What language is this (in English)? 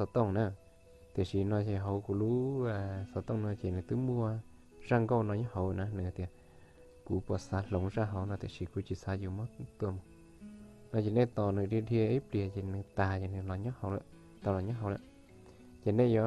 Hmong